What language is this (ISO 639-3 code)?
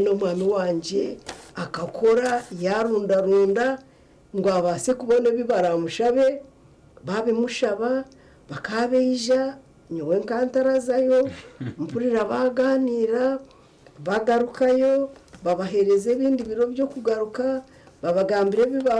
nyn